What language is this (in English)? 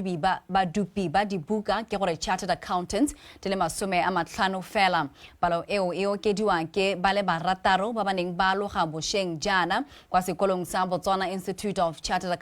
Tswana